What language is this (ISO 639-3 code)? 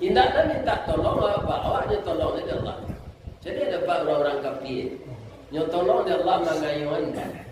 min